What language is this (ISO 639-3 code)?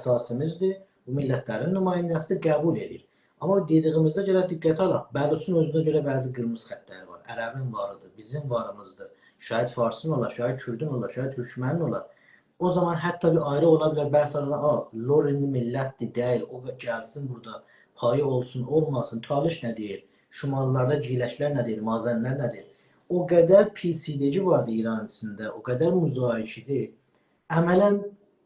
azb